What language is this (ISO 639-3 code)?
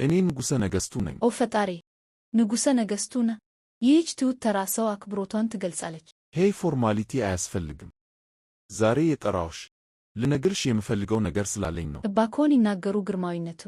amh